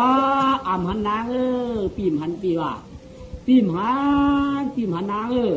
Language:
Shan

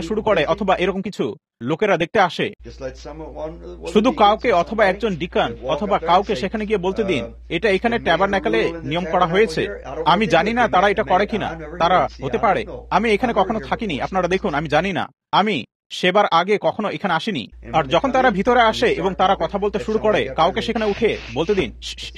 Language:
Bangla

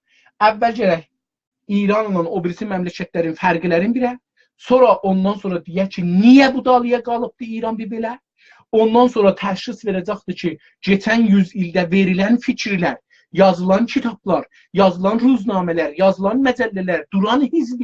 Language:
South Azerbaijani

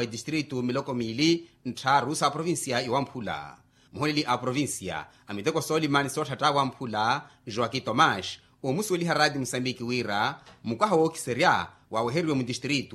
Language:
Makhuwa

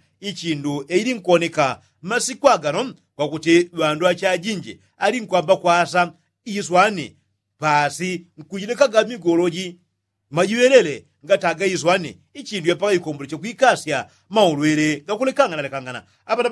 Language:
Yao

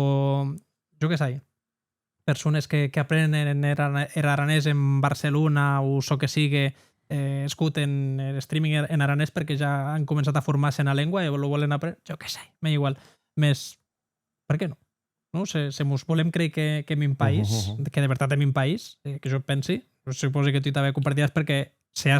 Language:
Occitan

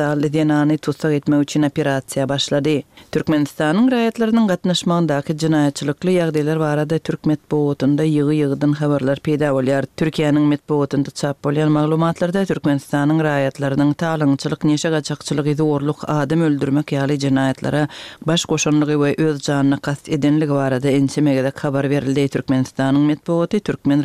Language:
Turkmen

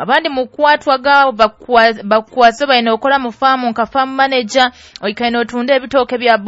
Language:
Nyoro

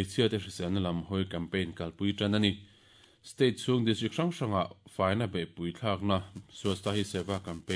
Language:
Mizo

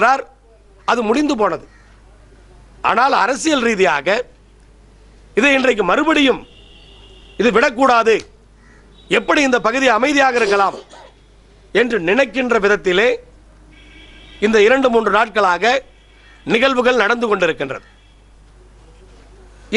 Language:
Tamil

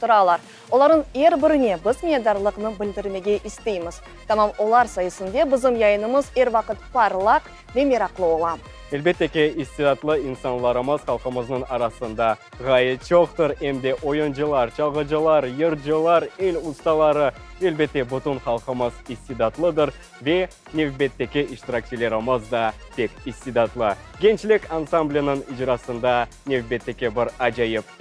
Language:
Crimean Tatar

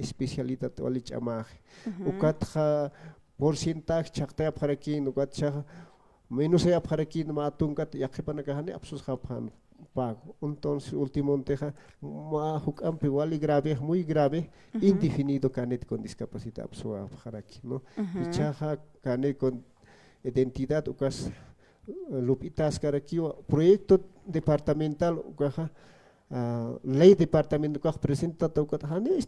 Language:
Aymara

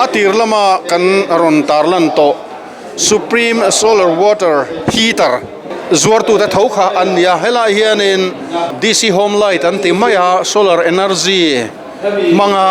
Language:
Mizo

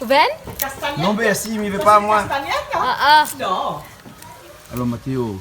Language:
Réunion Creole French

